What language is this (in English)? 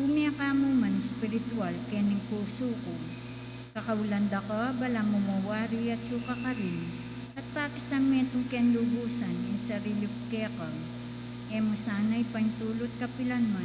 Pampanga